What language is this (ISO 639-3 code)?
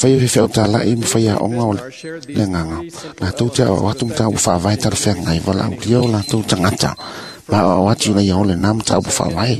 smo